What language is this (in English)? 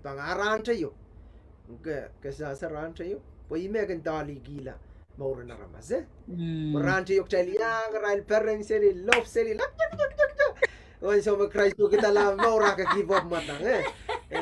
Pohnpeian